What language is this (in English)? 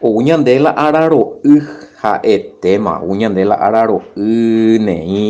Guarani